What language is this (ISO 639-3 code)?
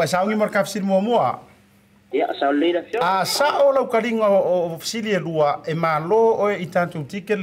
smo